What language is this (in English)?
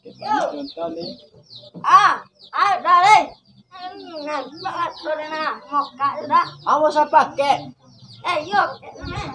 Minangkabau